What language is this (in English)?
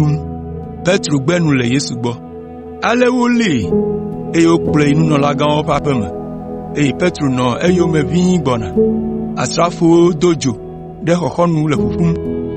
Ewe